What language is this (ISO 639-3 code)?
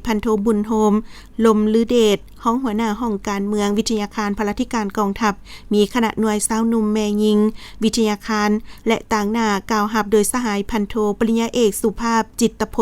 lao